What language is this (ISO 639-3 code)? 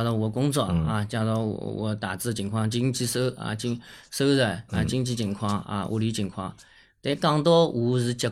zho